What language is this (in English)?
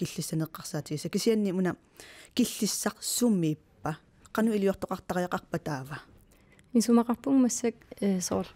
Kalaallisut